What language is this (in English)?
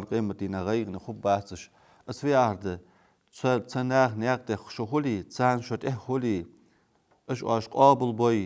Ingush